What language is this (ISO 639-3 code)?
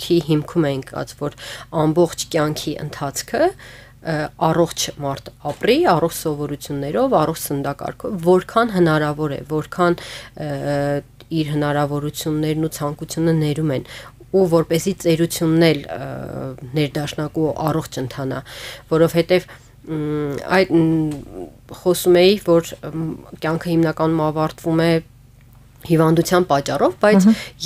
hye